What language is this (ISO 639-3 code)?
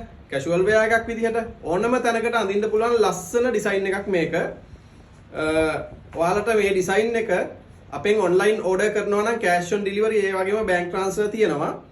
sin